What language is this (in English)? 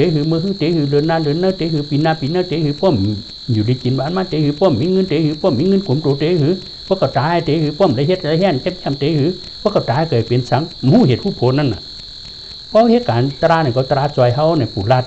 Shan